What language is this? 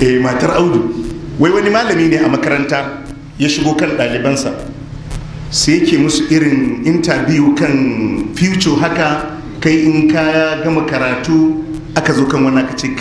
Hausa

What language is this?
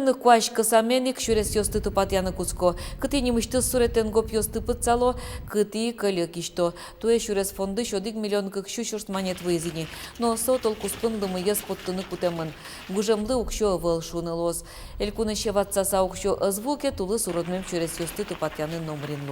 Udmurt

